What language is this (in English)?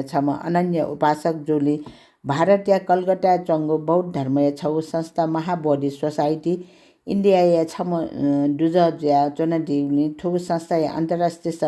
Newari